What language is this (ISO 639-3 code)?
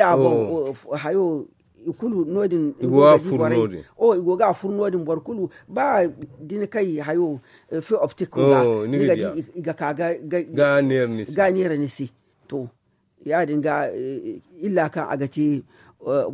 dje